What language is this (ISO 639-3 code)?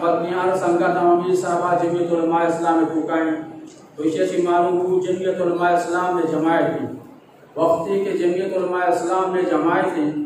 bgp